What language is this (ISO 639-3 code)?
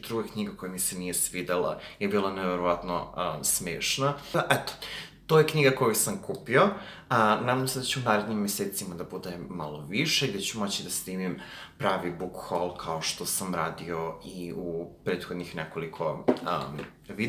srp